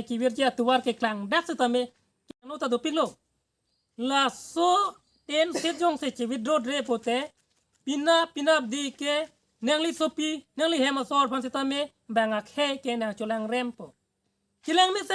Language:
Karbi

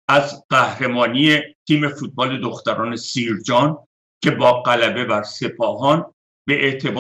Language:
Persian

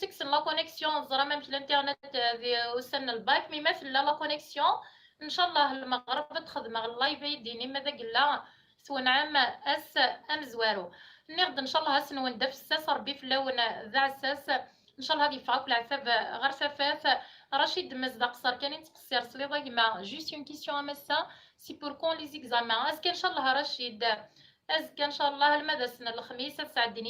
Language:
Kabyle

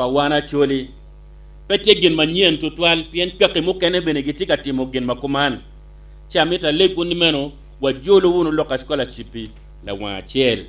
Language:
Acoli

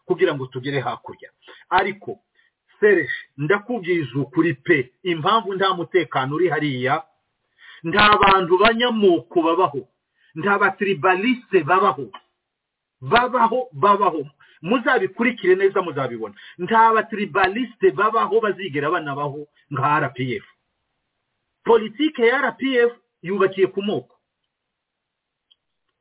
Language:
Kinyarwanda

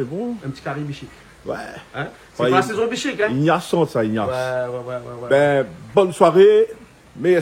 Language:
Réunion Creole French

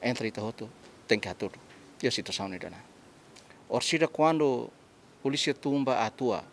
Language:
Tetum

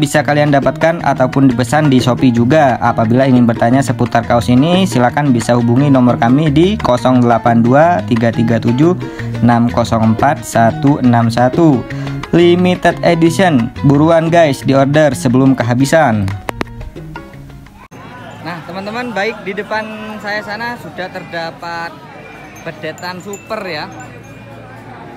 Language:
Indonesian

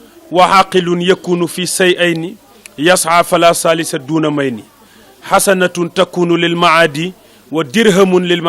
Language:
Wolof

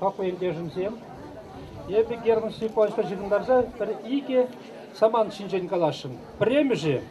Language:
Chuvash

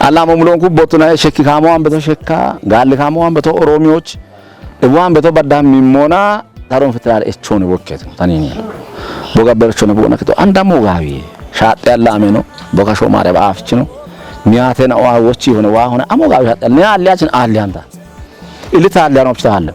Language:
Kafa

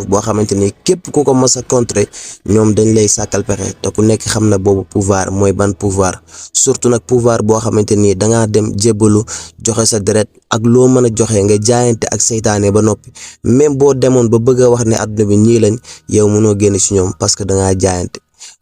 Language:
Wolof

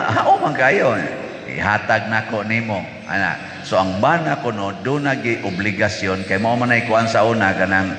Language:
Cebuano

